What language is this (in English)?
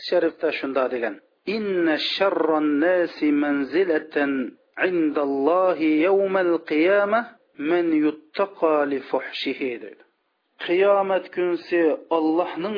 Uyghur